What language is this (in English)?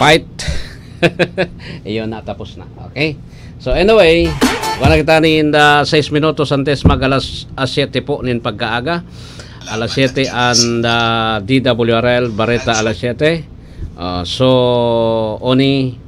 Bikol